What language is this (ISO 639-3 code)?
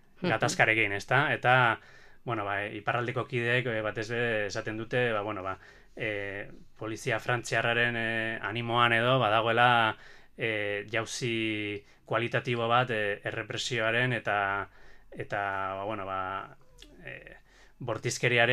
eus